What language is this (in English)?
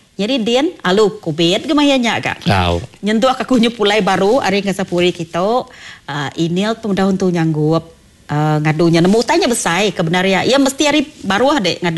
Iban